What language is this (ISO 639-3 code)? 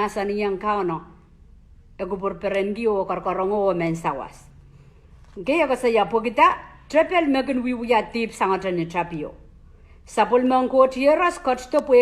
pon